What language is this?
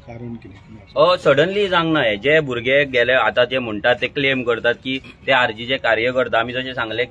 Konkani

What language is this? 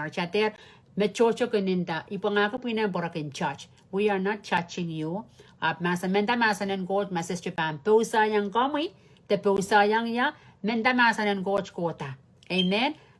Pohnpeian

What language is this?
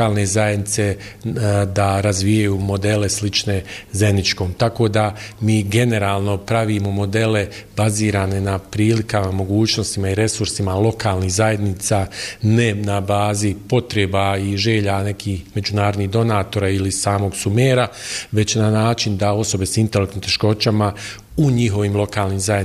Bosnian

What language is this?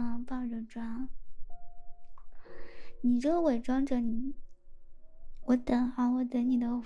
Chinese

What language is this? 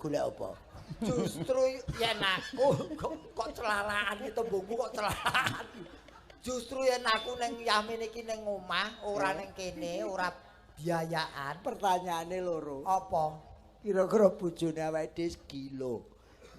Javanese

